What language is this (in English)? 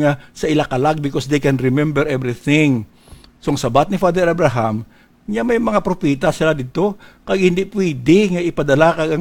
Hiligaynon